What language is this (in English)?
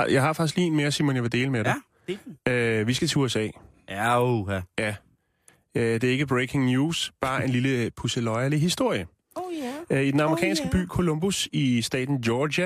Danish